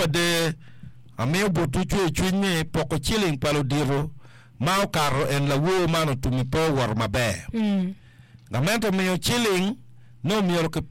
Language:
Acoli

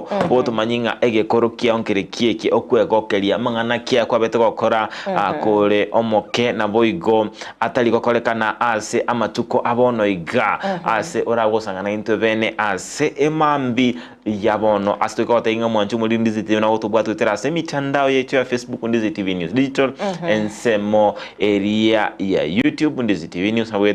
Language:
Gusii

